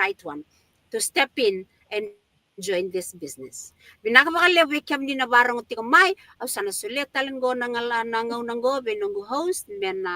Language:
Fijian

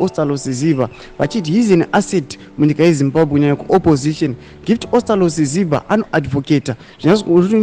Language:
Shona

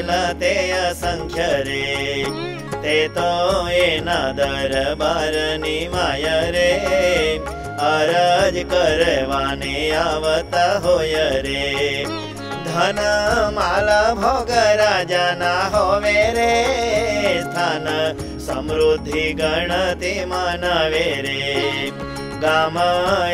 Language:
Gujarati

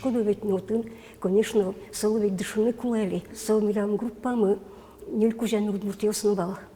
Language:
Udmurt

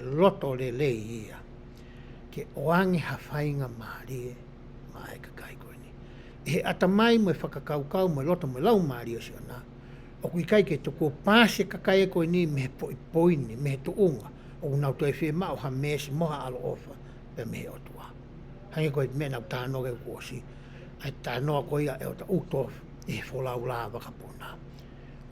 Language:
Tongan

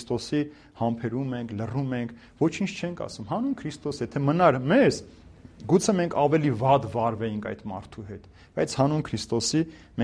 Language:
Armenian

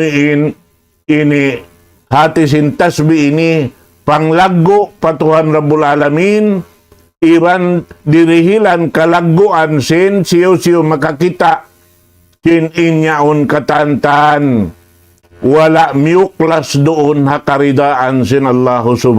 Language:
Tausug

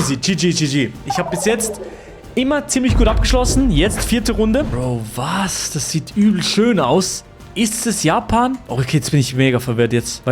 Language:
Swiss German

